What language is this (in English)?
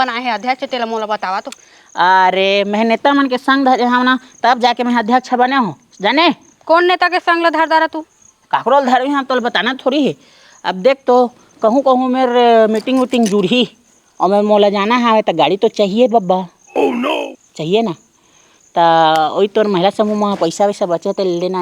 Chhattisgarhi